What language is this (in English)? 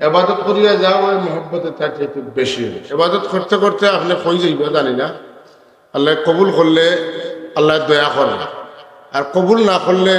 Sylheti